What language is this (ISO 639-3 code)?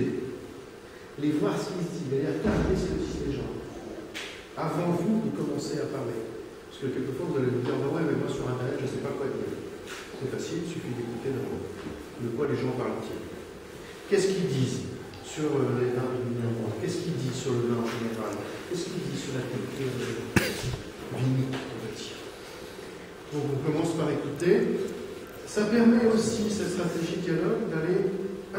fra